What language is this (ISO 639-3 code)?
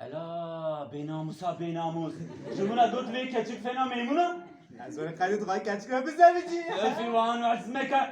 kur